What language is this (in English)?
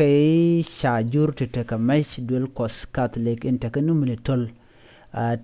Nuer